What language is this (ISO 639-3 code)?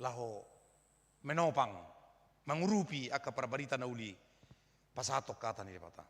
bbc